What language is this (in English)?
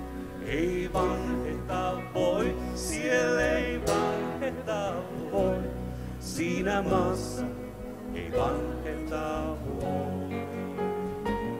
Finnish